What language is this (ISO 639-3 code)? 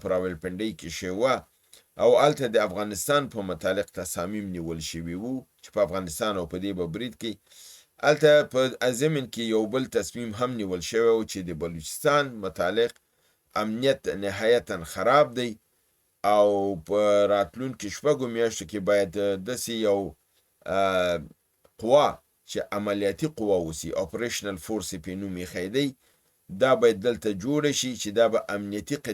pus